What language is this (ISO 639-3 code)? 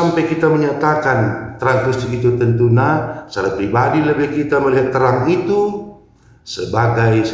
btx